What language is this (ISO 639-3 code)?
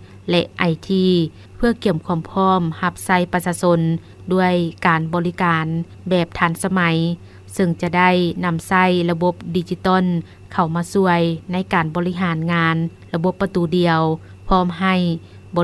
lao